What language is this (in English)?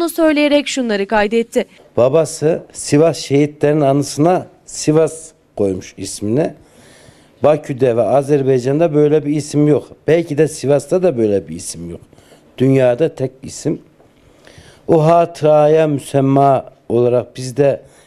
Turkish